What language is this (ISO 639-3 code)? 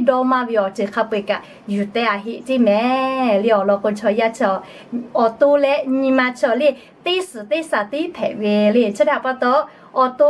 lhu